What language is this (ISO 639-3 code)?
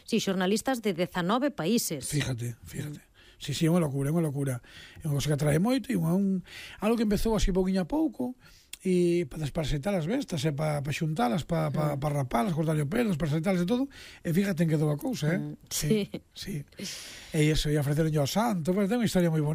glg